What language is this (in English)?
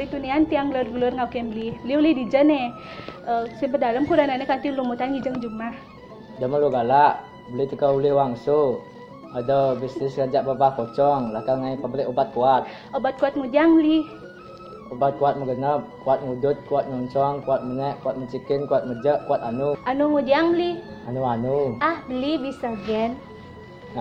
Balinese